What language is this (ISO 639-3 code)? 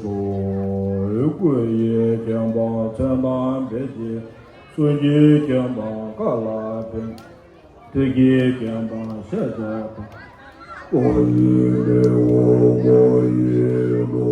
bod